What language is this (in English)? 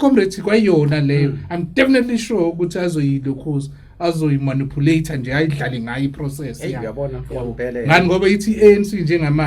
Zulu